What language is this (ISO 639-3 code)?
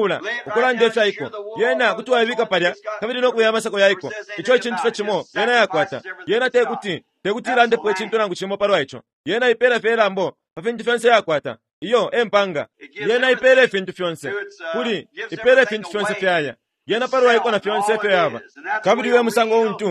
bem